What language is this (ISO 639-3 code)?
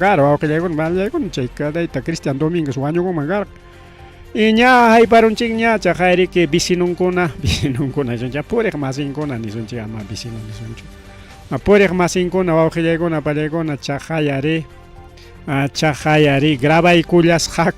quy